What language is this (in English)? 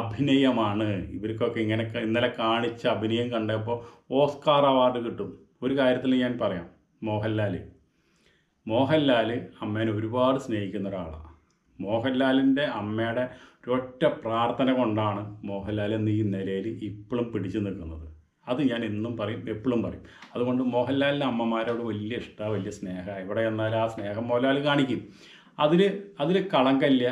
Malayalam